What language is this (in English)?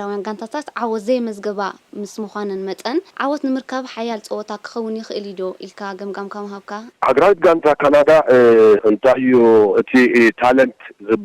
Tigrinya